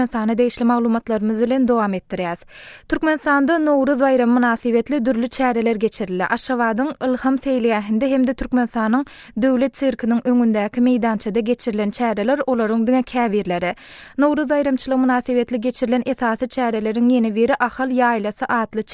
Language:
Turkmen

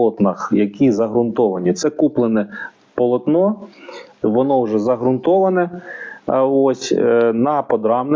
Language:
Ukrainian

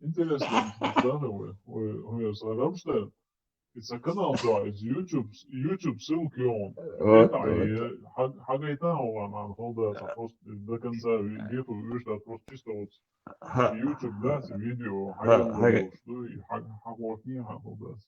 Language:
Chechen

